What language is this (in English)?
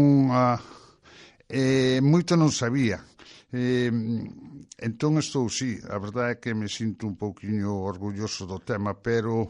Galician